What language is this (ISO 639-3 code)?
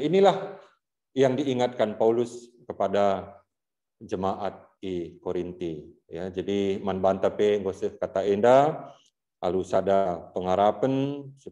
btx